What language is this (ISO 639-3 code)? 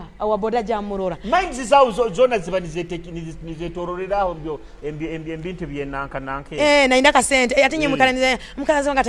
nyo